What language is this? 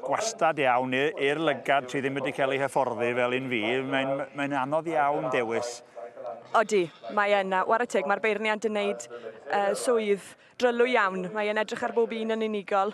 Welsh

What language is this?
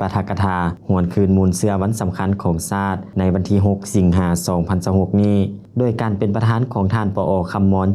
Lao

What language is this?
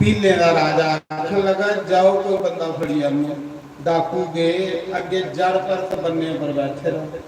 Dogri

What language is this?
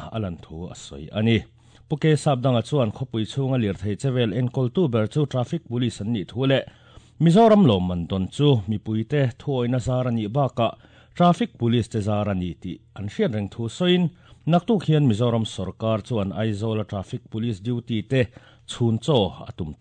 Mizo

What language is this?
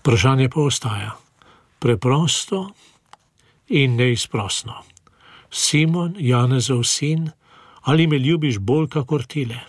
Slovenian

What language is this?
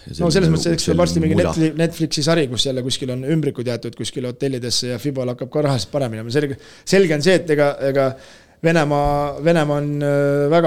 Estonian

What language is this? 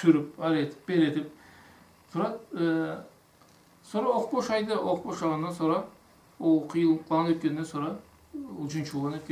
Karachay-Balkar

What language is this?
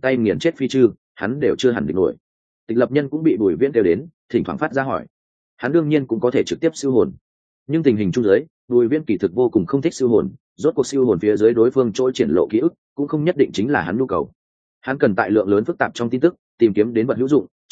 Vietnamese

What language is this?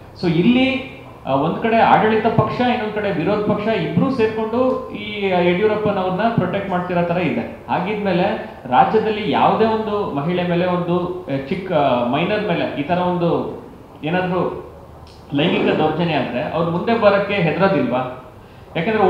Kannada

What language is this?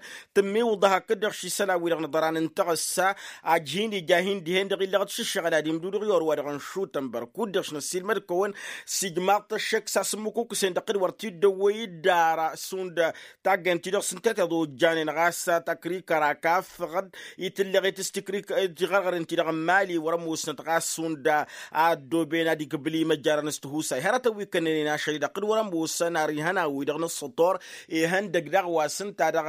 Tamasheq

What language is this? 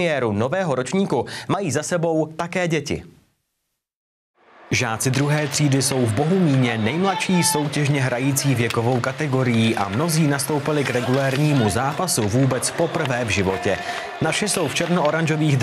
Czech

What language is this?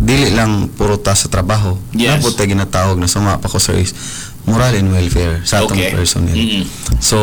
Cebuano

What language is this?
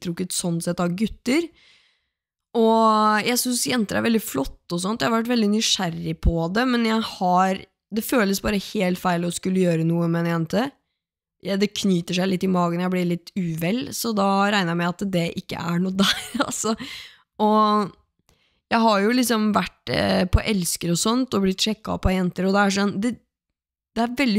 Norwegian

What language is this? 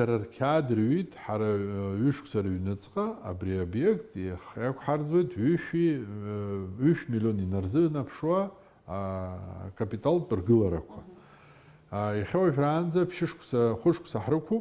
Abkhazian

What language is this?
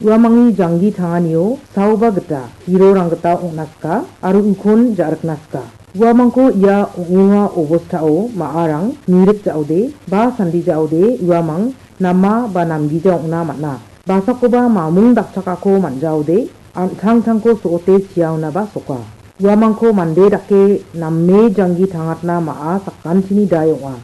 Garo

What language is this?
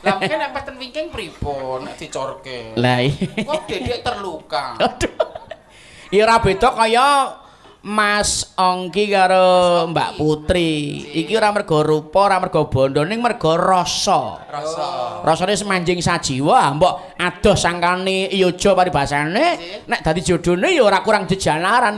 Javanese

